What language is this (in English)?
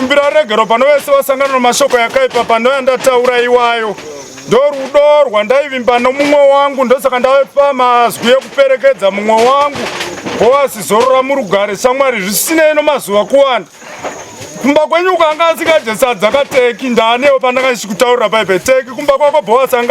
Shona